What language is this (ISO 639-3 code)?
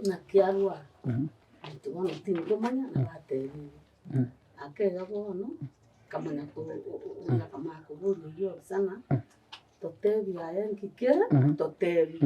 guz